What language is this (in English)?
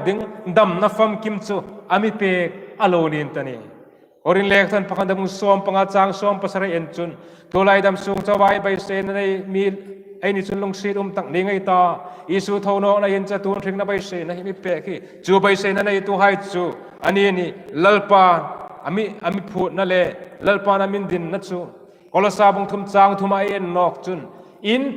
Hmar